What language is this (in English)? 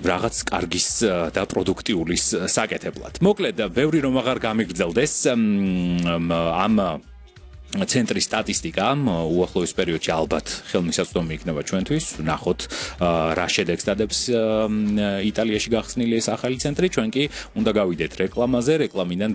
Georgian